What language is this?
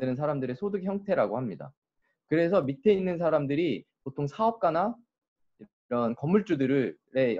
Korean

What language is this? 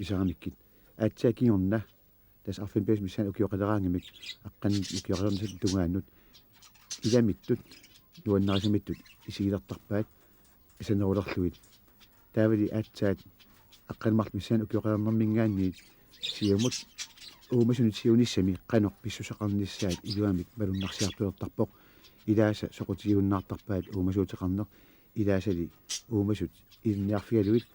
Kalaallisut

